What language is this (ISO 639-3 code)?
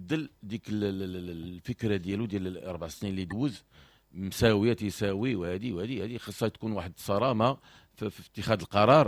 ary